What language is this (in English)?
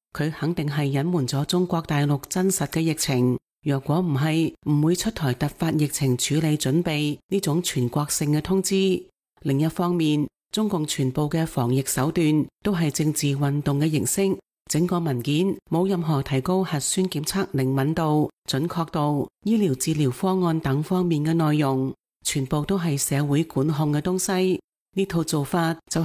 Cantonese